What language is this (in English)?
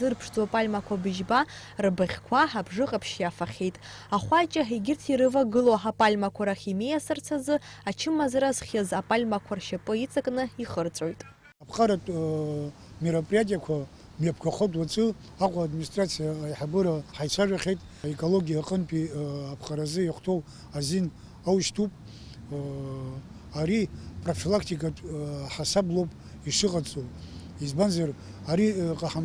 Abkhazian